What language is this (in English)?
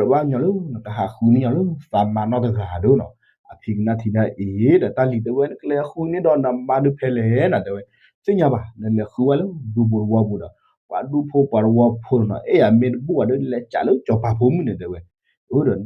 S'gaw Karen